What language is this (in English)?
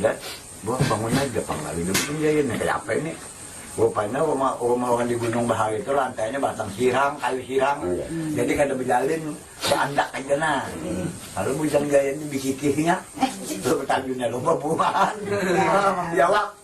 Banjar